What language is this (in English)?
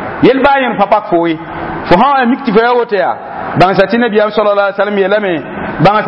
Mossi